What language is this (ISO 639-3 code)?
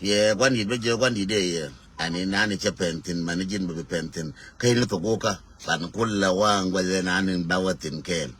nus